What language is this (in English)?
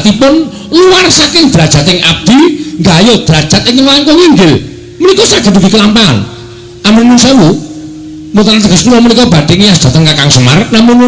Javanese